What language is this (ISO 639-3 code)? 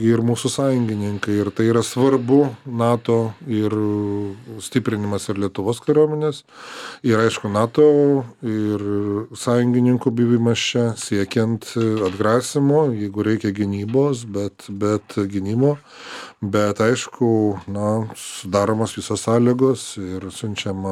lit